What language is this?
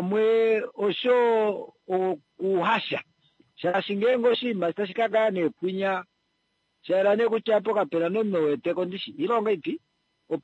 Kuanyama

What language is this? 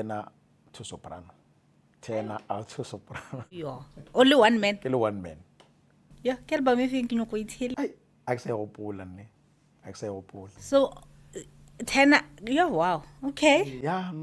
Northern Sotho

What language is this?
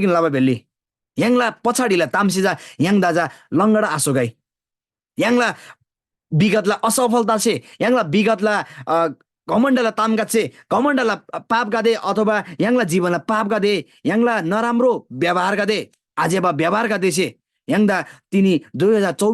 Eastern Tamang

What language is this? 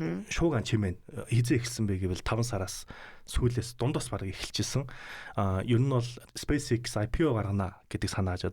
Mongolian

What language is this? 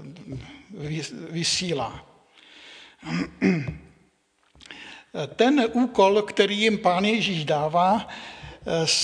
Czech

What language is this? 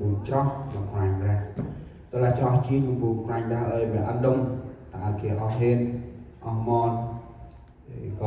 Central Mnong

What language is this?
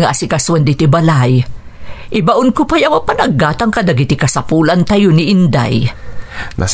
Iloko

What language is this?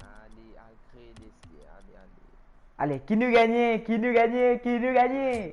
Morisyen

